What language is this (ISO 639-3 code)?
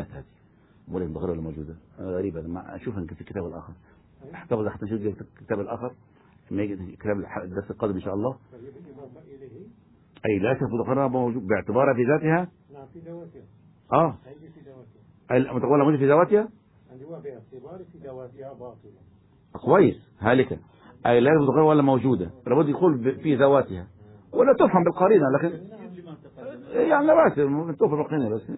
ara